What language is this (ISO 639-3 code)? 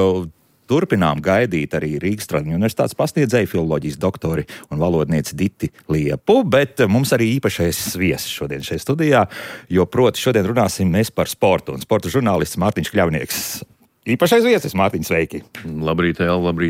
lav